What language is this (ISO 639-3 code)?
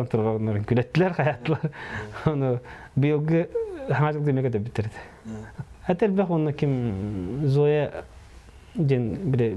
sah